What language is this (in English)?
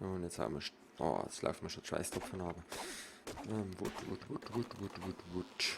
Swiss German